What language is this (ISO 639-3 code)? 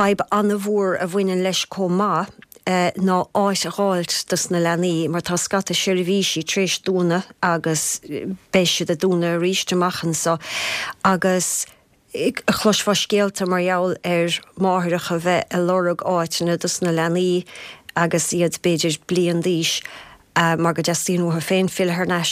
gle